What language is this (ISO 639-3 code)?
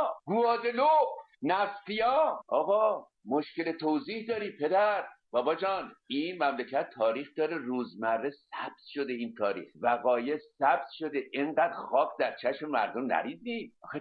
fas